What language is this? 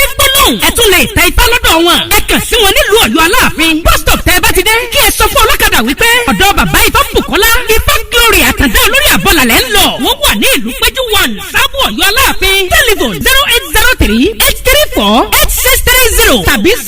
Yoruba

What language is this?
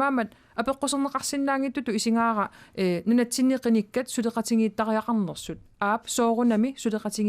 Kalaallisut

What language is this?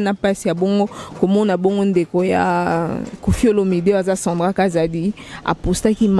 Lingala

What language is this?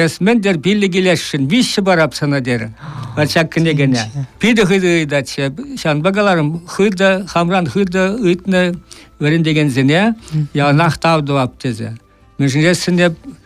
Chuvash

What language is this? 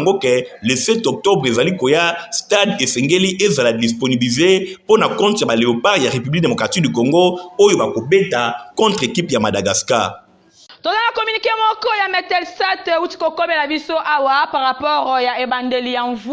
Lingala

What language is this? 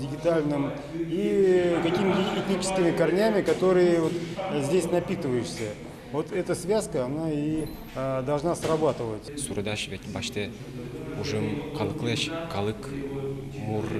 Udmurt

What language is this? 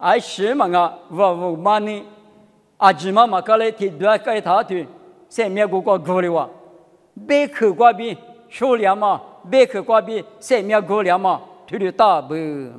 Lisu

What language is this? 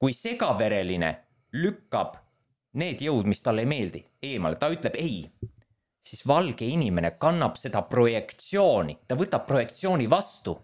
Estonian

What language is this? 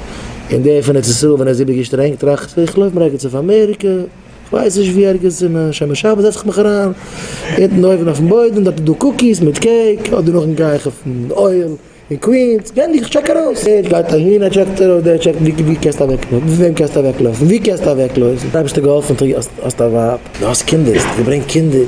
Yiddish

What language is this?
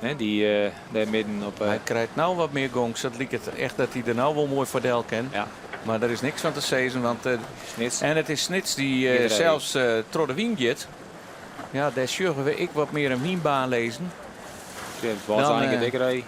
Western Frisian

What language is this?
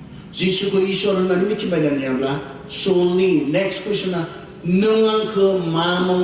Bodo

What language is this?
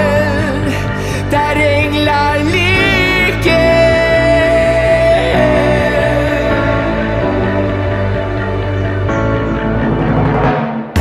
Swedish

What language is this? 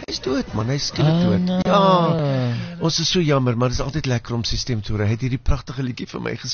Afrikaans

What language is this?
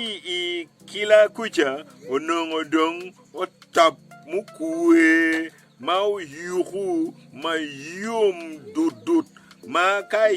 Acoli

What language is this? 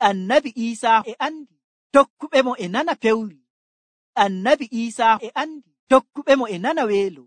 Nigerian Fulfulde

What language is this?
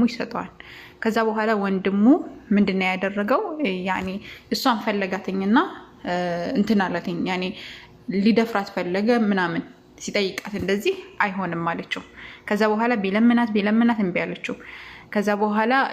Amharic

